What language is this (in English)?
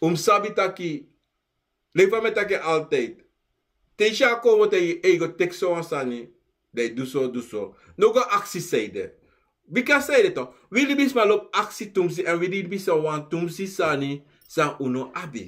Sranan Tongo